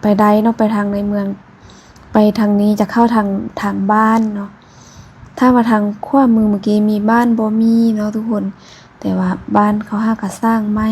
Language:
Lao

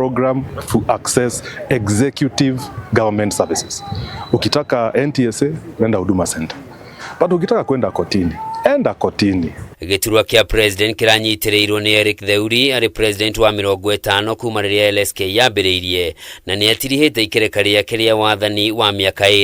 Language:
Kikuyu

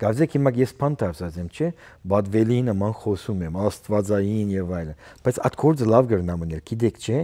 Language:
Western Armenian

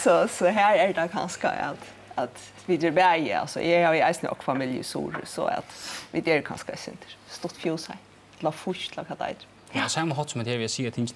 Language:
Faroese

